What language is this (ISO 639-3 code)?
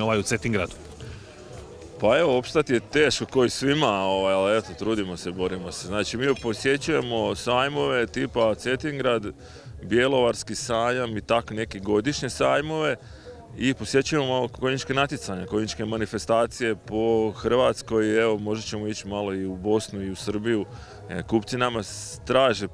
hrv